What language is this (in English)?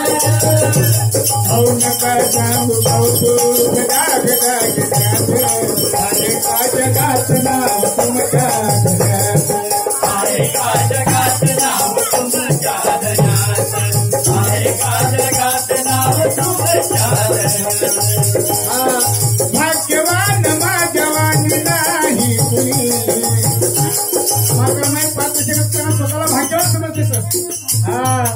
Marathi